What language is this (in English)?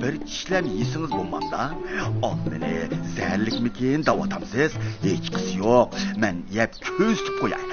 Uyghur